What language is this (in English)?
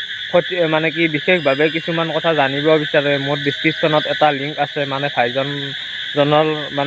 Assamese